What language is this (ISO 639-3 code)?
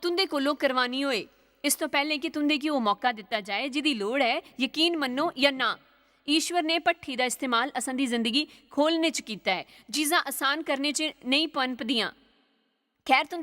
doi